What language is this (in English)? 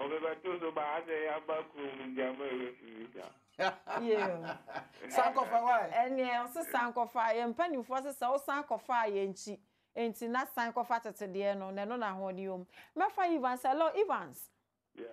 Akan